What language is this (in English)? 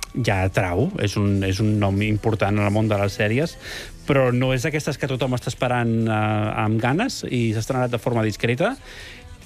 Catalan